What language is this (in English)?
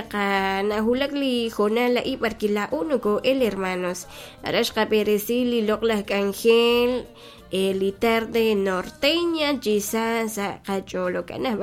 Kekchí